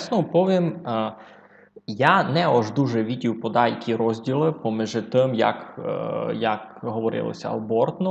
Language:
Rusyn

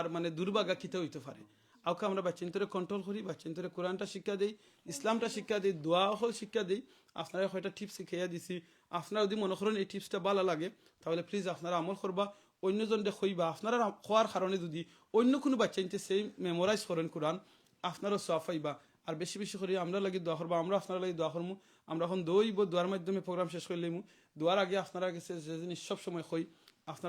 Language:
Sylheti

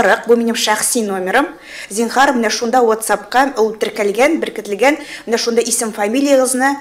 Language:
Tatar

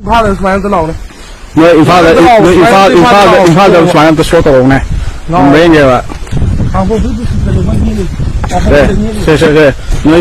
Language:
Manipuri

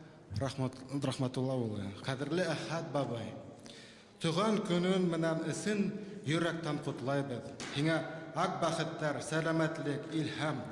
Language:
Bashkir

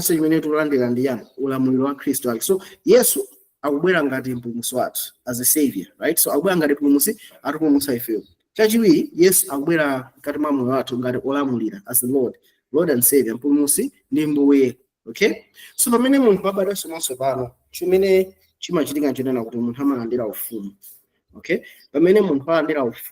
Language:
Nyanja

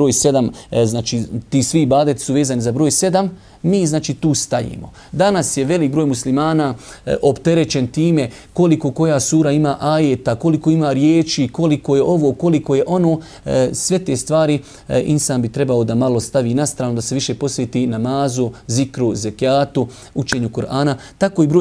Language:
Bosnian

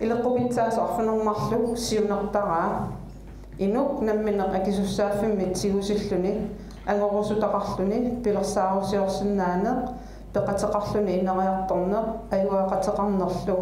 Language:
Kalaallisut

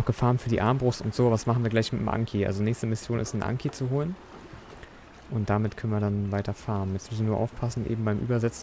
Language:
German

